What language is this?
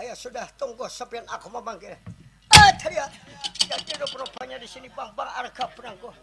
Banjar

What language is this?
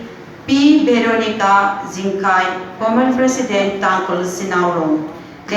Manipuri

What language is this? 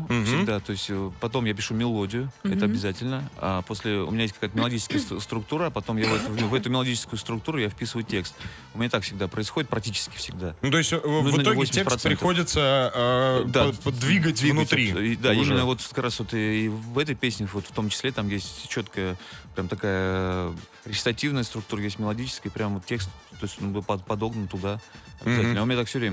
Russian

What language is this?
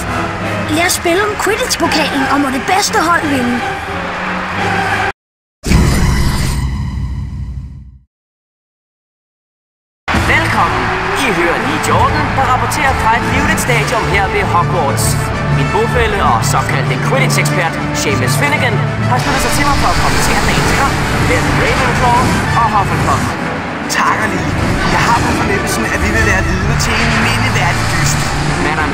Danish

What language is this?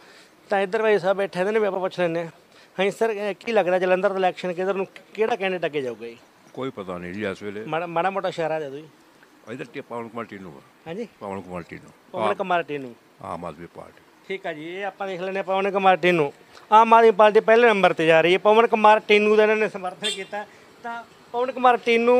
Punjabi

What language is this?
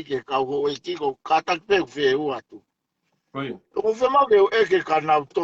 Tongan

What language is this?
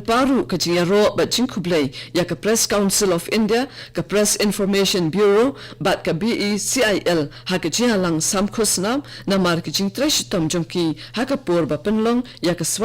Khasi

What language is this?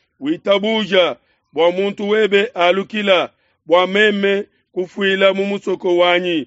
Luba-Lulua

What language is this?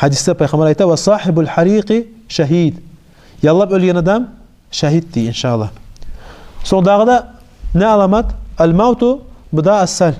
Kumyk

